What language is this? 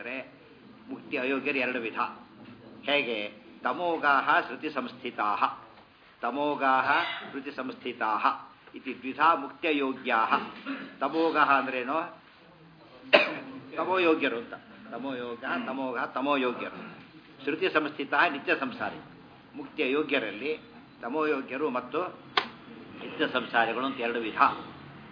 Kannada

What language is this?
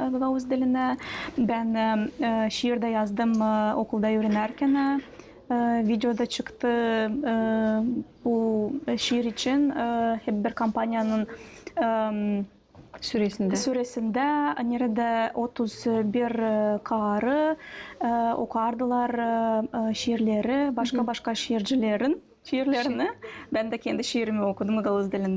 Gagauz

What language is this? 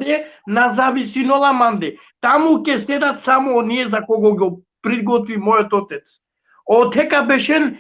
Balkan Romani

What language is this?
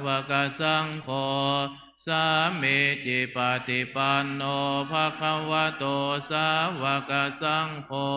Pali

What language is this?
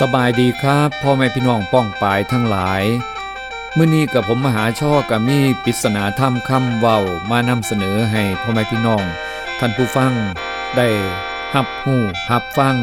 Northeastern Thai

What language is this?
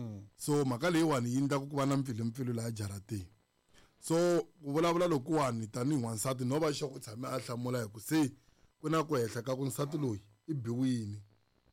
Tsonga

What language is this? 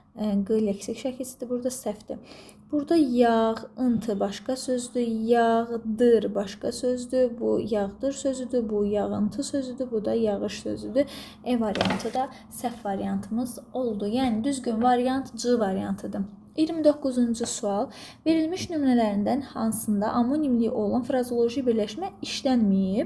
Azerbaijani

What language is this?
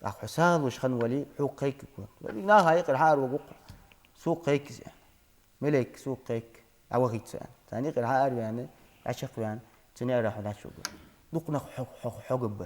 Ingush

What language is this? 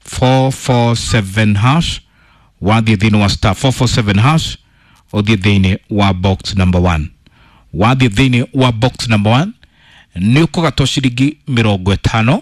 Kikuyu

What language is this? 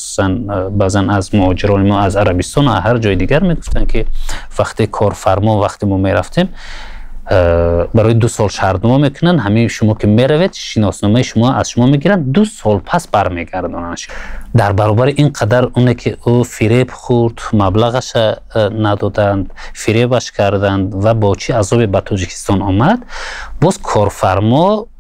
Tajik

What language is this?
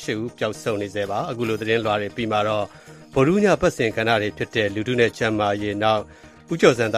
Burmese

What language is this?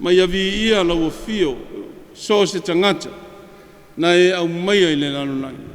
Samoan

